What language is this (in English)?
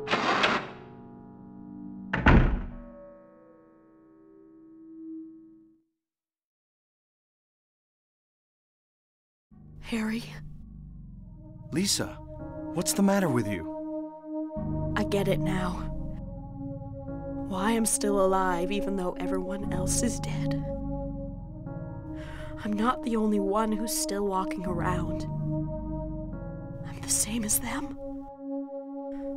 English